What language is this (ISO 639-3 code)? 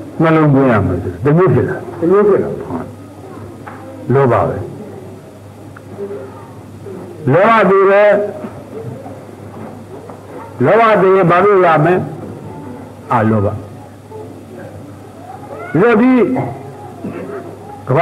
mya